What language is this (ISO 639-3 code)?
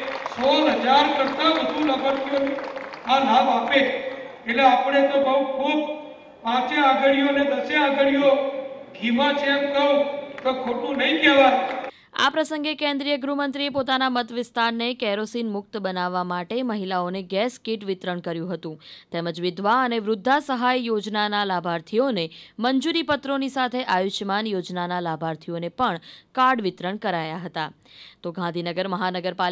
guj